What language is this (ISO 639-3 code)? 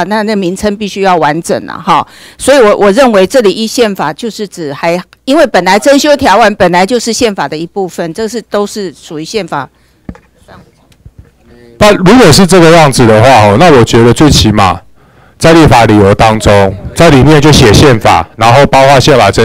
zho